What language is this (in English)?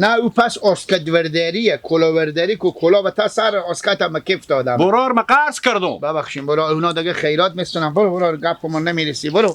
Persian